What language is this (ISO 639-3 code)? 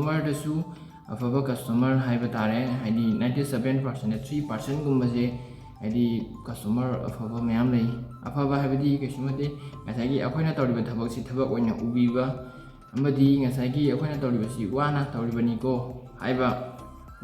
mni